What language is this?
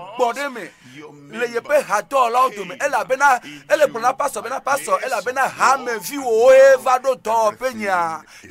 Ewe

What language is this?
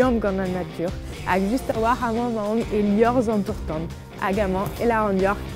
Breton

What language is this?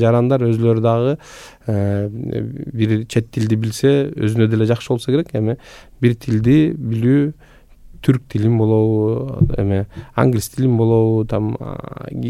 Kyrgyz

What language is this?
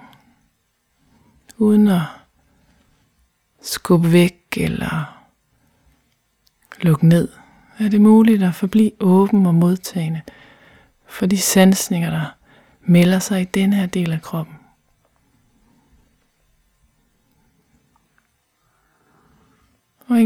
Danish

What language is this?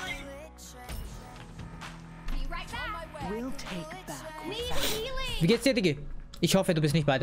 German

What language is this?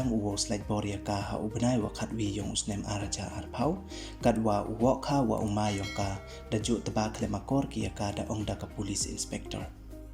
Pnar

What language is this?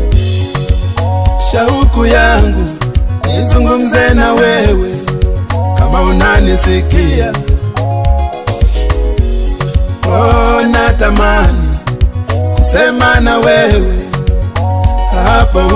Swahili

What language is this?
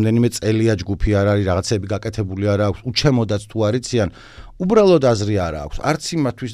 Georgian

